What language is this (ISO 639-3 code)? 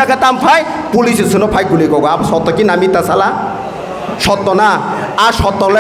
trp